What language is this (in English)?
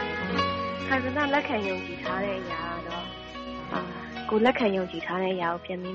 Burmese